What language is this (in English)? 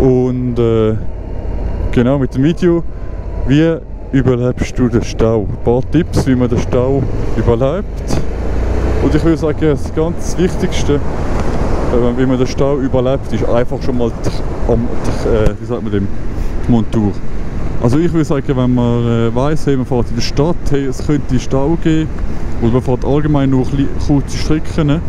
Swiss German